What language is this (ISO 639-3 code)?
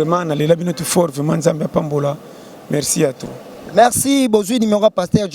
lin